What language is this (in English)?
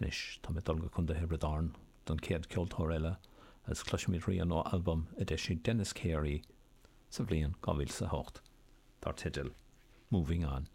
Irish